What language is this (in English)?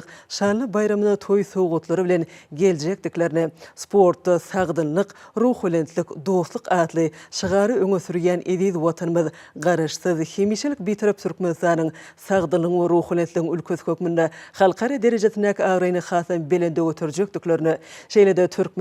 Turkmen